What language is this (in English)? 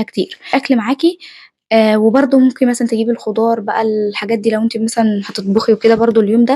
Egyptian Arabic